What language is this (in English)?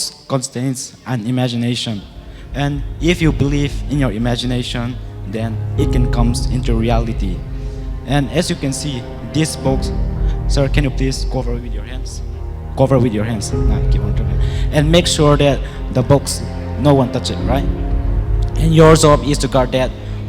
Paite Chin